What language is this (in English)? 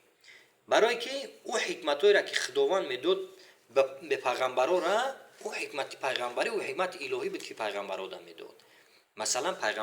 Tajik